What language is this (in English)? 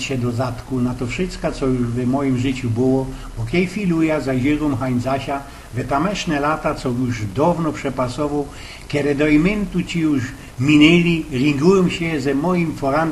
Silesian